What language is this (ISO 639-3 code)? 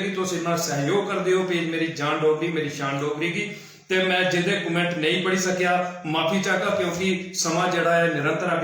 doi